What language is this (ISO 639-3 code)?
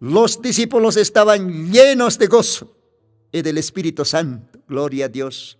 aym